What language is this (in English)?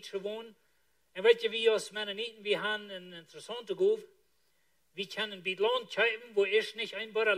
Plautdietsch